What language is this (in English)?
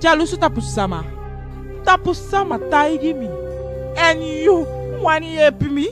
Eastern Maroon Creole